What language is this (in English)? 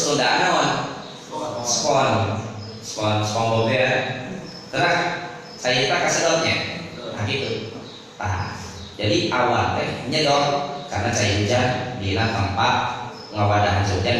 Sundanese